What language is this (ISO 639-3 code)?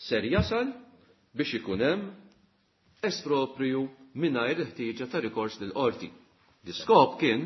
mlt